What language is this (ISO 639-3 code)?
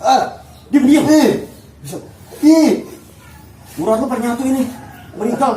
bew